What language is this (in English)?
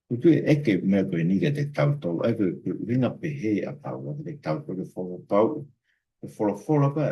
Tongan